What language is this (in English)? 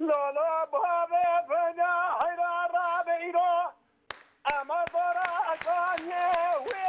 Kurdish